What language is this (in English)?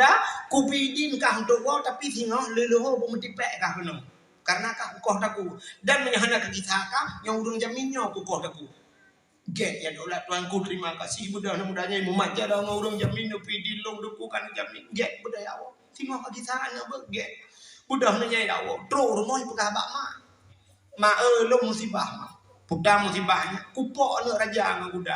Achinese